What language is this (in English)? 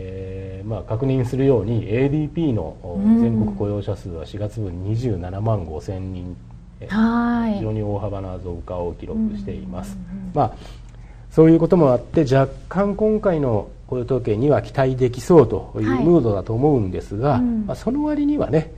Japanese